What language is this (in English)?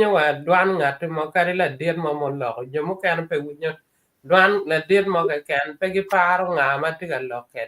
Acoli